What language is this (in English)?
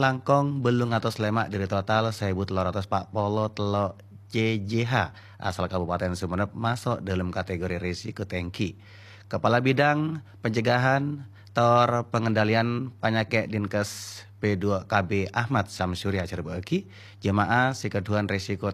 Madurese